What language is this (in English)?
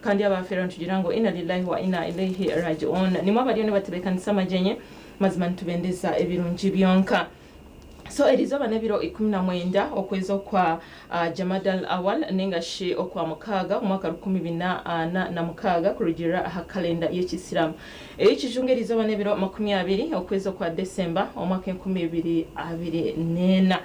Nyankole